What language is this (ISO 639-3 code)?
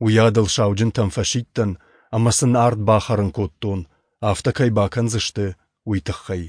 oss